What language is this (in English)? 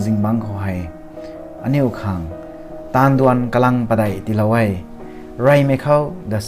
Rongmei Naga